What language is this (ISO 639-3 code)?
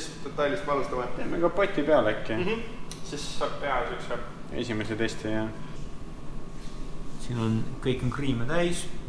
est